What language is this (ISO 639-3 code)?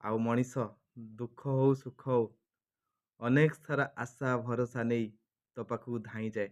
ori